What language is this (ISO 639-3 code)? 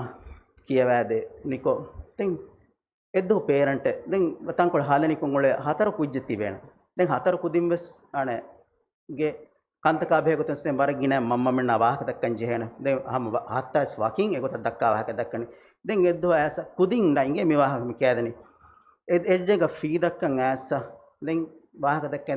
div